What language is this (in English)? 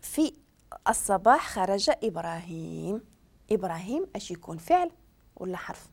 Moroccan Arabic